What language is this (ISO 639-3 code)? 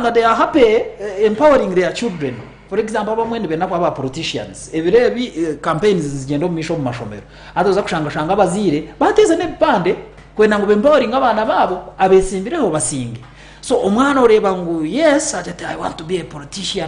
nyn